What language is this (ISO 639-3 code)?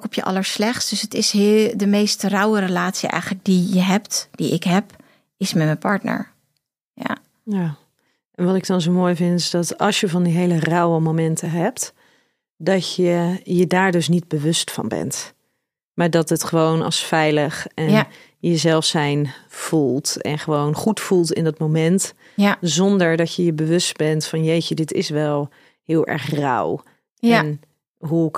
nld